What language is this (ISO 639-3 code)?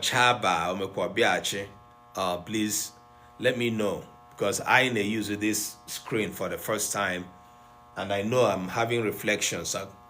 ibo